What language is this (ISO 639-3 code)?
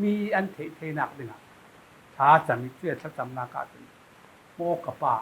cfm